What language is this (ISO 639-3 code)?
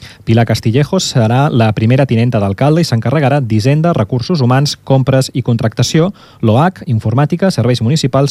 cat